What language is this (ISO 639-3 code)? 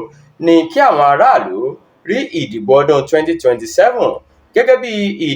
yor